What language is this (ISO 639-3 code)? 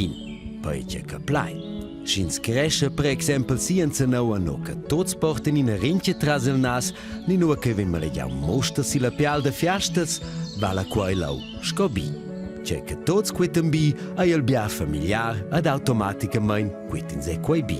roh